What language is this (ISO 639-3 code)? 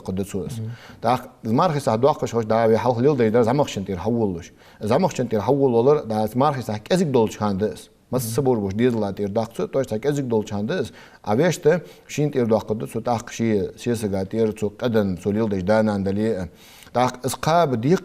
inh